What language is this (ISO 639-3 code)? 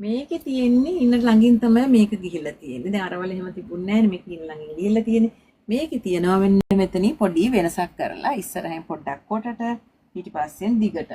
sin